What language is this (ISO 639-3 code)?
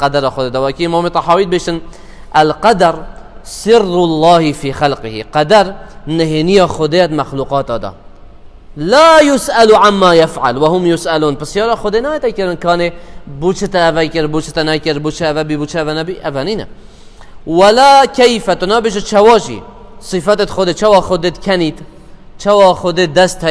kur